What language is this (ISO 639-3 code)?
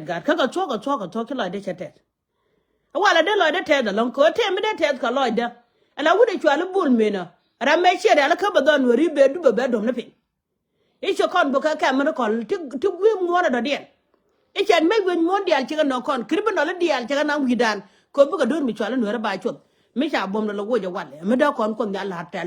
nus